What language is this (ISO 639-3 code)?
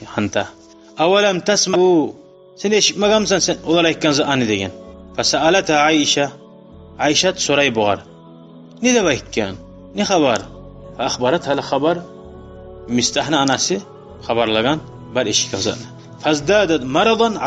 kum